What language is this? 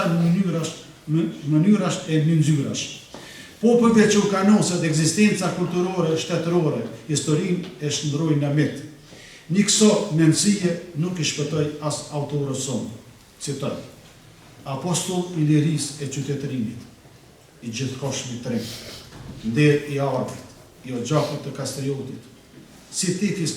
Albanian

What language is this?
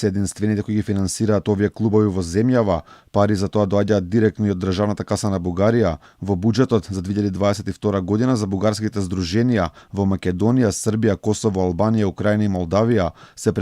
Macedonian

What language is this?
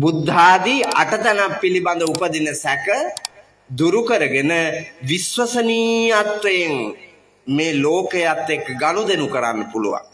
Sinhala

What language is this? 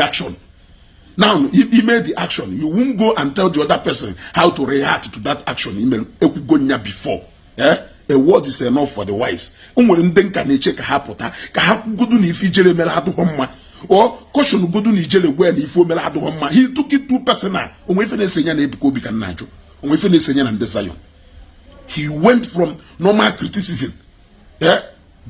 Igbo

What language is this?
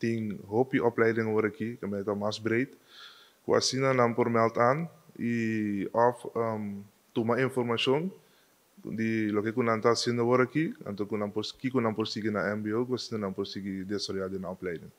Papiamento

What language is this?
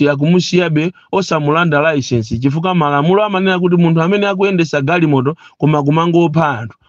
Nyanja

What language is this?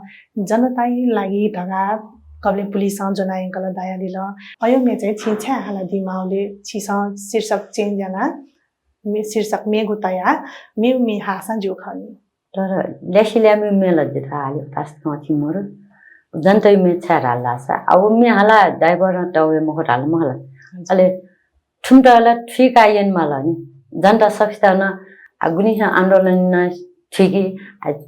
Newari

